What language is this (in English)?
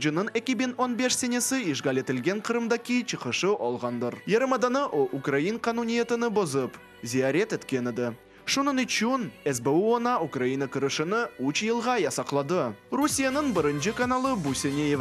Crimean Tatar